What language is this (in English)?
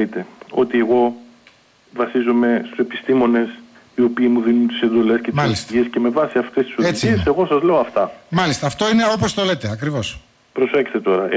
Greek